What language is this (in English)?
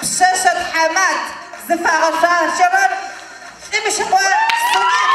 Adyghe